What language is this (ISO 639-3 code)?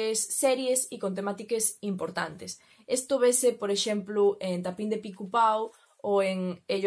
ast